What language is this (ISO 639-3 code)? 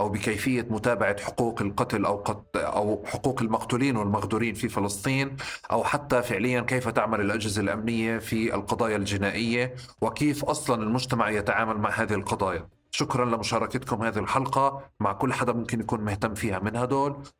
apc